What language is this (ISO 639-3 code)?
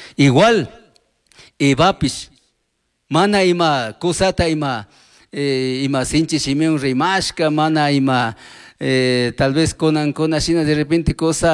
qug